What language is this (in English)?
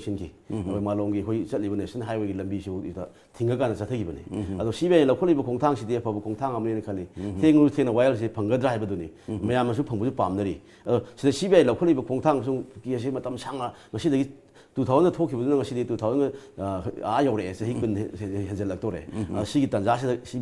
Manipuri